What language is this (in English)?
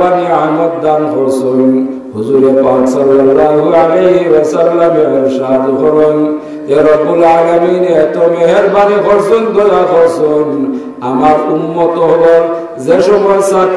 Sylheti